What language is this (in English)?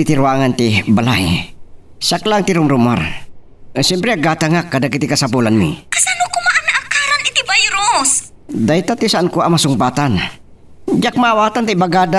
Iloko